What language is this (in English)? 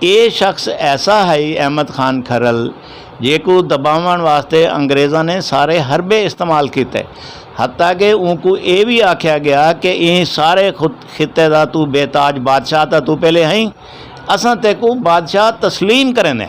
Saraiki